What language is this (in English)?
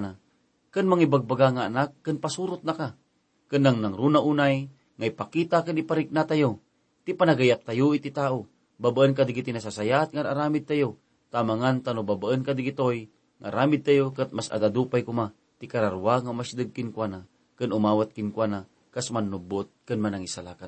Iloko